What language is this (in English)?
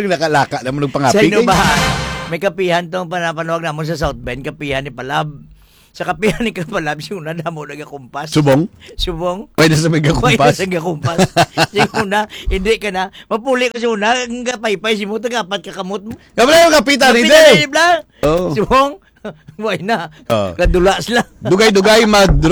Hiligaynon